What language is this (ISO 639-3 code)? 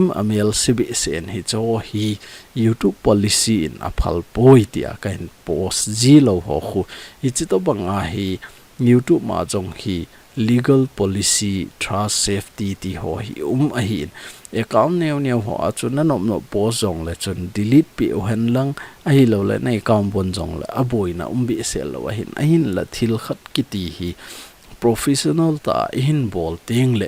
tcz